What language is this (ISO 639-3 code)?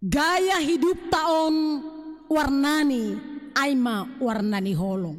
bts